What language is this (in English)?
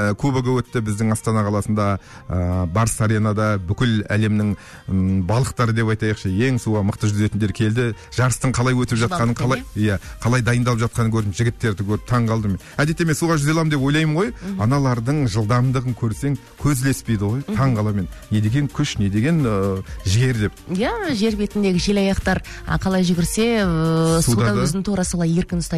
Kazakh